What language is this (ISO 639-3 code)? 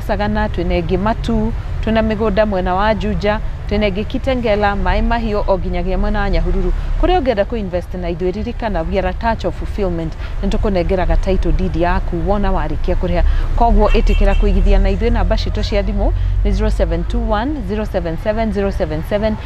kik